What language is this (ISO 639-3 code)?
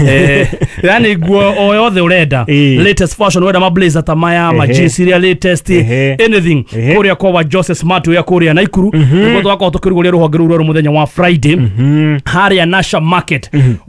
kik